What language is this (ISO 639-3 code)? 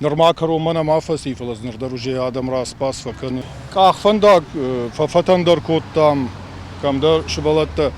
oss